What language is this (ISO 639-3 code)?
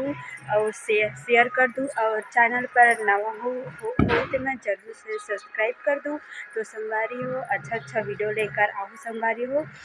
hne